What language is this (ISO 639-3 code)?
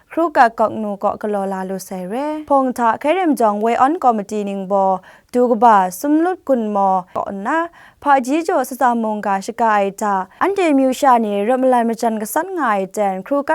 kac